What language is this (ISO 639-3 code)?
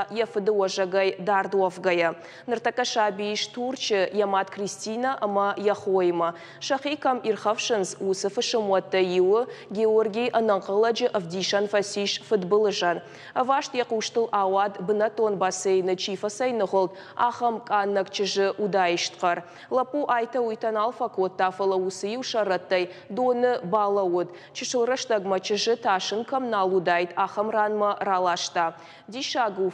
oss